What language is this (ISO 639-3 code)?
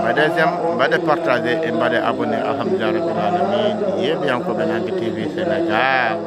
ful